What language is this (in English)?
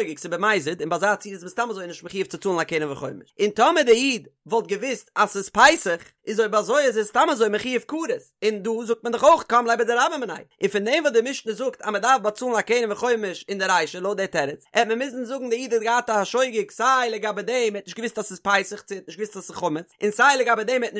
Yiddish